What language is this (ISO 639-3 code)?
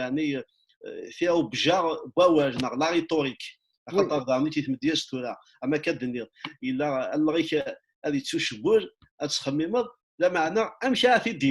kab